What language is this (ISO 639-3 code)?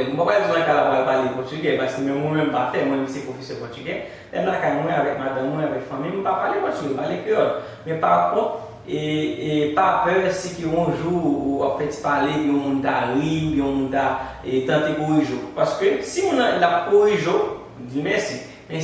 hat